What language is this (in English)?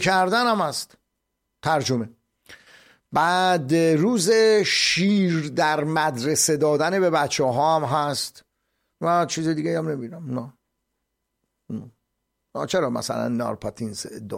Persian